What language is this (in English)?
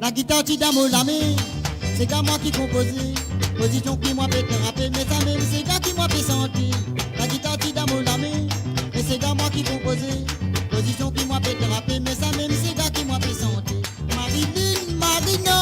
Morisyen